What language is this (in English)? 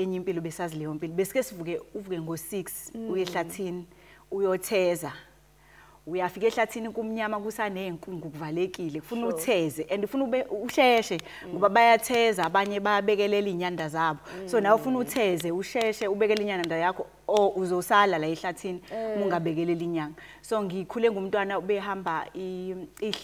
Zulu